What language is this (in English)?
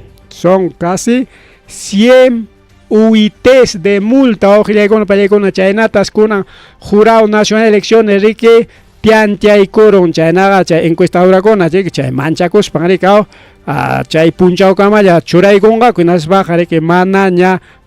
Ayacucho Quechua